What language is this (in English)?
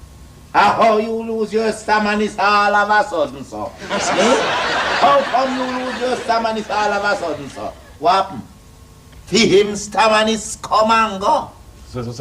Jamaican Creole English